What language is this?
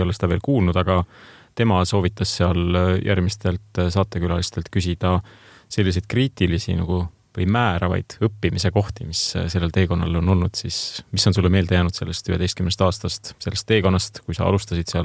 Estonian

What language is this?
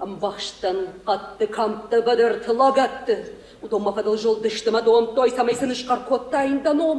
Ossetic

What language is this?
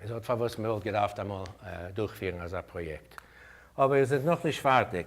Yiddish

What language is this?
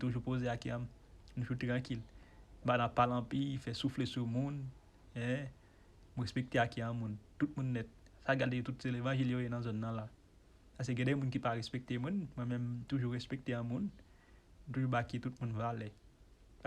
Haitian Creole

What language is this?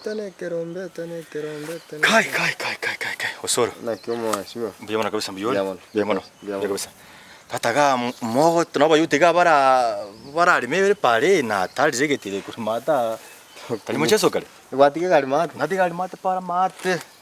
Gusii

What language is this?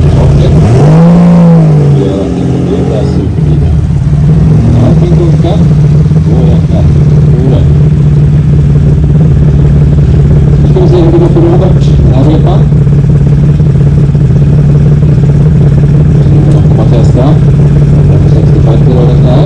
Swedish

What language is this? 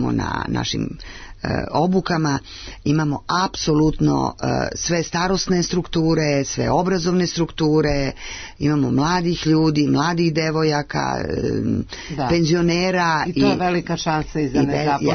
Serbian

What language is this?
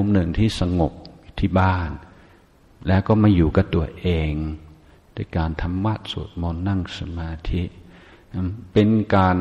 Thai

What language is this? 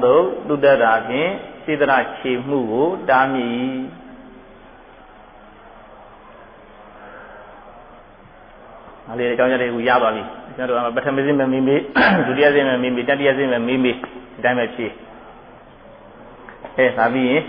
Burmese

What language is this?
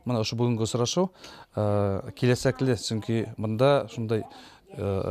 Bashkir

